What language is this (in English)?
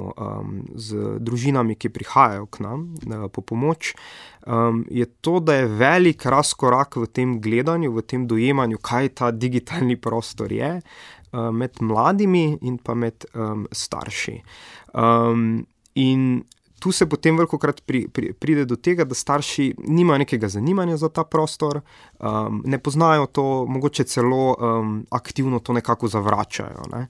Slovenian